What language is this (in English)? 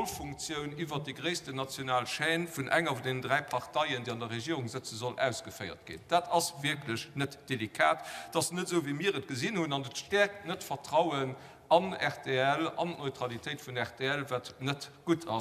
Luxembourgish